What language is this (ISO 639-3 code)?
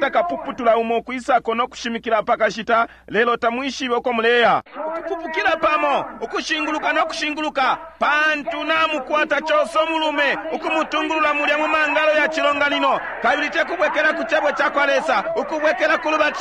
bem